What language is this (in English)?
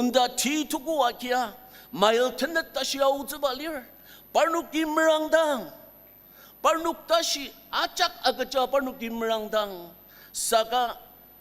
Ao Naga